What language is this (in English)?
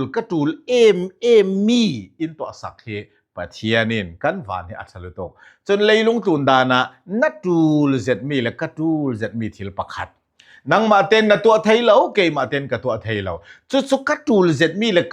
Falam Chin